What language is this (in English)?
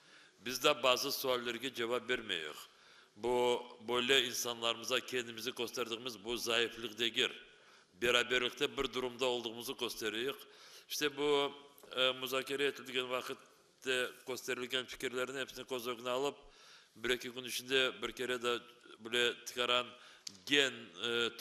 Crimean Tatar